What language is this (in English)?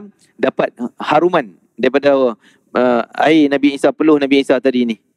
Malay